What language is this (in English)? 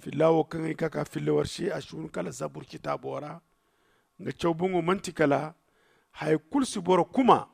Zarma